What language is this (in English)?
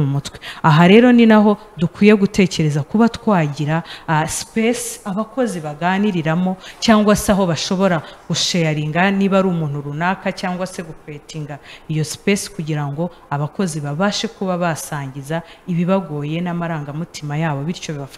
Kinyarwanda